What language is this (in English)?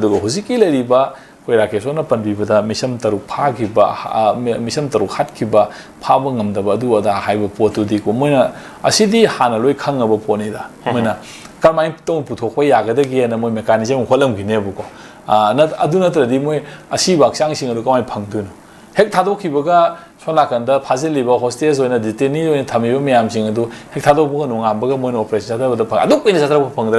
Manipuri